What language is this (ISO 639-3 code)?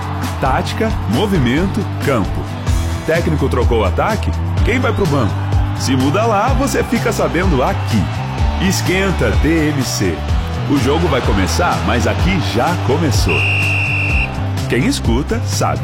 por